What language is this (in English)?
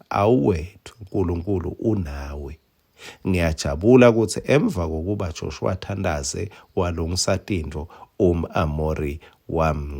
Swati